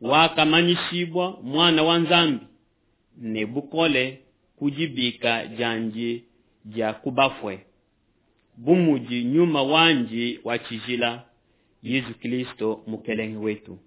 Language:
Luba-Lulua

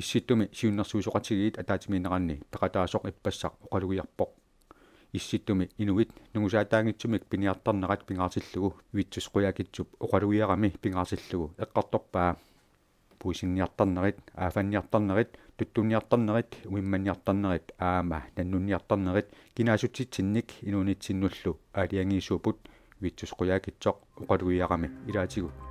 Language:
Kalaallisut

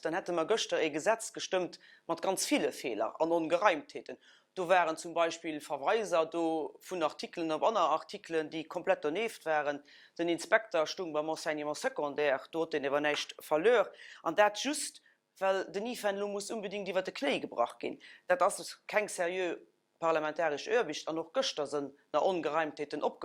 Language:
Luxembourgish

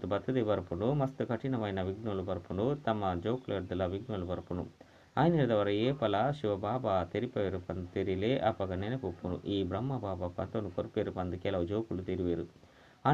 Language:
Tulu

